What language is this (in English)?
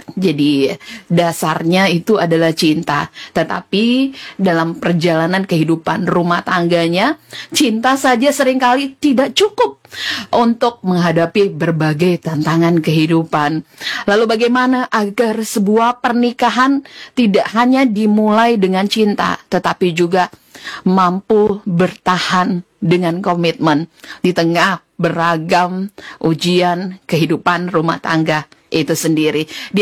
Indonesian